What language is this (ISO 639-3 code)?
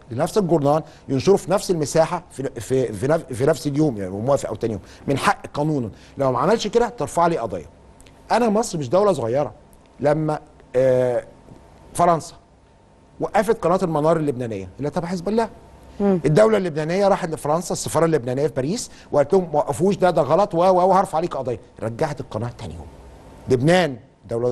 arz